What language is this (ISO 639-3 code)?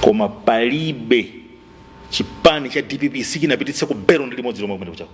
nya